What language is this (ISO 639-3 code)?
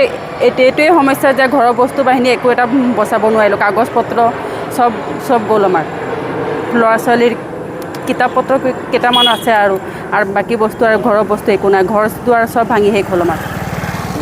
asm